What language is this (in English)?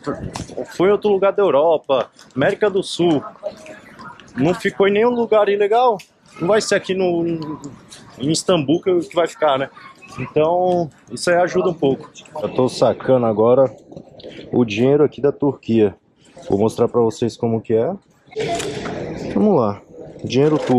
Portuguese